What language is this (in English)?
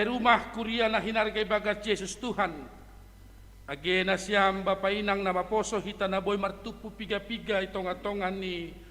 Batak Simalungun